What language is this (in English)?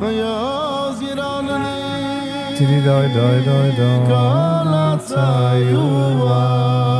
Yiddish